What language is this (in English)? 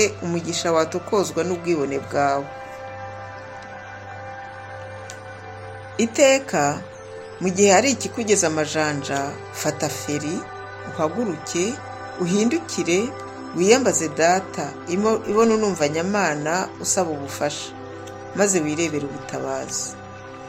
Kinyarwanda